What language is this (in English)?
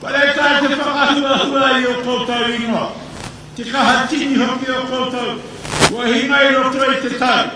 Māori